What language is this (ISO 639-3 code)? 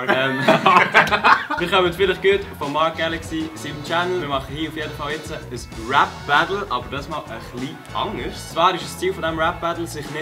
gsw